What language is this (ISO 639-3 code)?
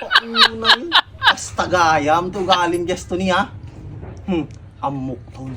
ilo